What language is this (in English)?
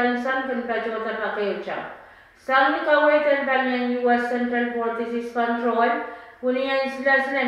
Pohnpeian